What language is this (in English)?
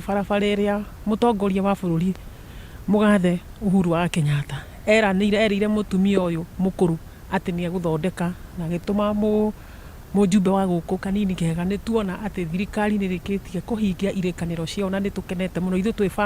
Kikuyu